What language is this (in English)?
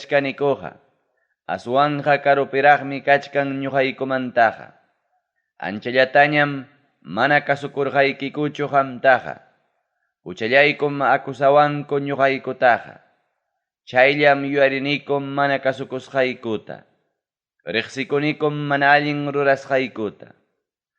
Ayacucho Quechua